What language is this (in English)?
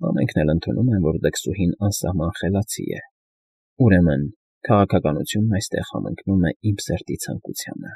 Armenian